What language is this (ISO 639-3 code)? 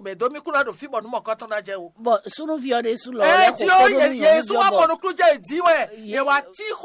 fon